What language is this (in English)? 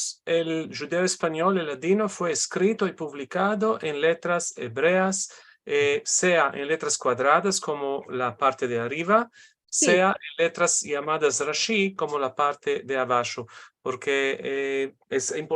Ladino